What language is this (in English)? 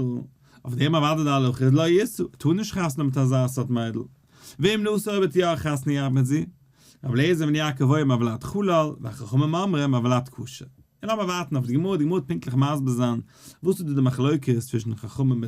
Yiddish